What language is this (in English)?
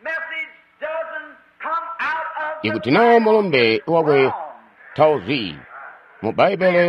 Tonga (Zambia)